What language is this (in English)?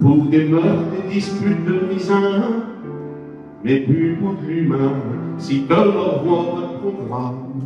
Picard